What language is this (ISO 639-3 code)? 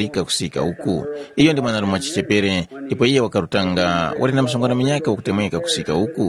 tum